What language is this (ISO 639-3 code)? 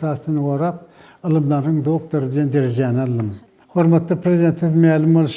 tuk